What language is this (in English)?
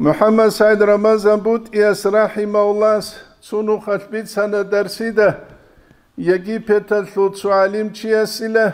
Avaric